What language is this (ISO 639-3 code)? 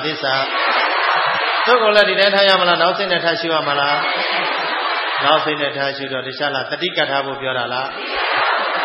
mya